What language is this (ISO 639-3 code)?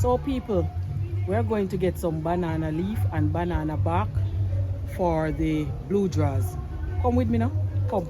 jam